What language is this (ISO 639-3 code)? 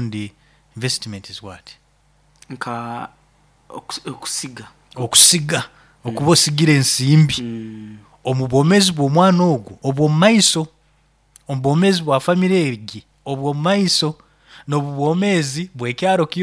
nyo